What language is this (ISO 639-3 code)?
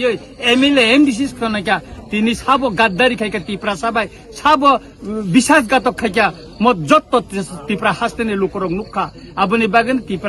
trp